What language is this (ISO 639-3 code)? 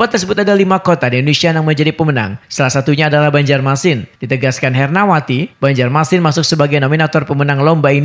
bjn